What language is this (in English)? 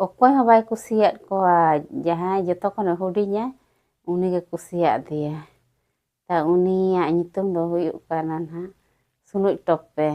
Santali